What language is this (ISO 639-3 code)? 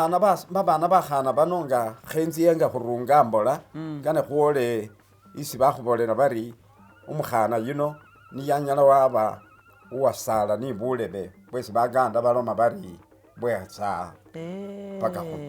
myx